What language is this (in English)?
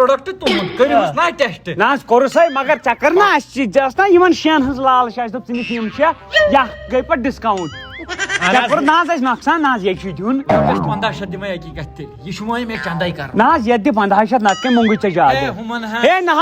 Kashmiri